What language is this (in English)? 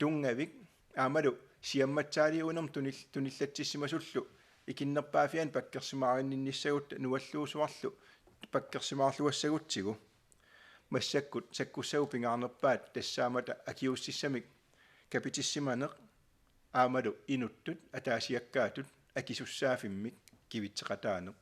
Kalaallisut